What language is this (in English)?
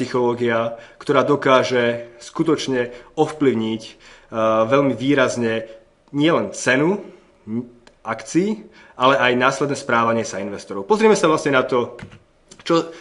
Slovak